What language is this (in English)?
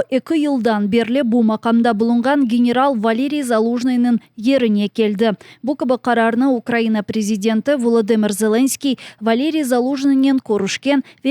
Crimean Tatar